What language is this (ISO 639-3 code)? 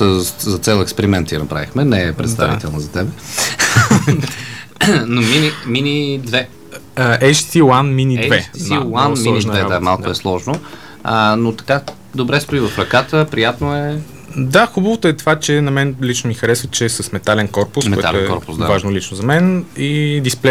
bul